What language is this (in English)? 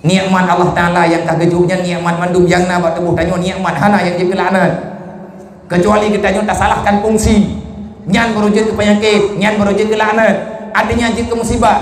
Achinese